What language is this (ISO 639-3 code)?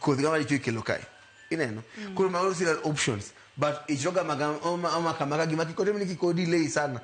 luo